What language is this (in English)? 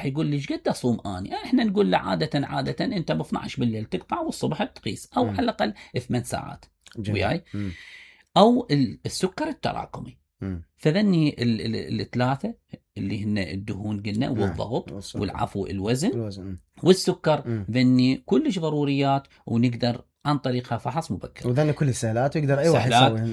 Mesopotamian Arabic